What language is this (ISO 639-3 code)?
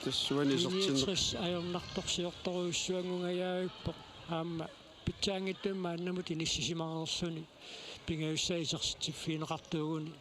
kal